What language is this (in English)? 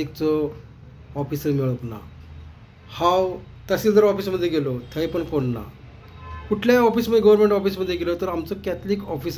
Konkani